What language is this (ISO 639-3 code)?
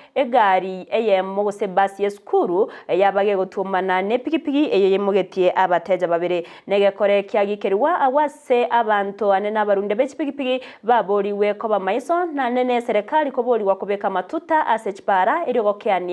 guz